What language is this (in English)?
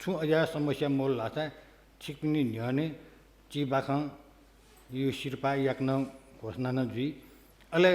Newari